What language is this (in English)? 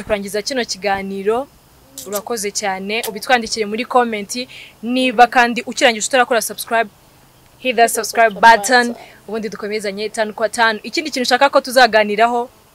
Kinyarwanda